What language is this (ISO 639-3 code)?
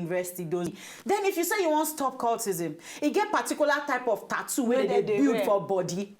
pcm